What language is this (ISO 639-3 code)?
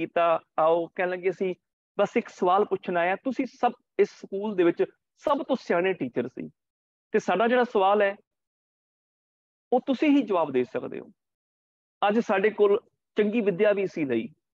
pan